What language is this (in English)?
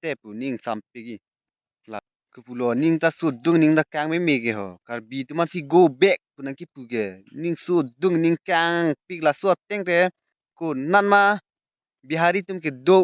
Karbi